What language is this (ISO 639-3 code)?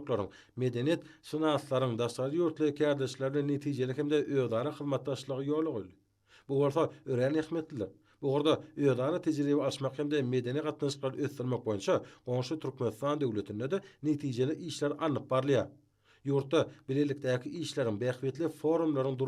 tuk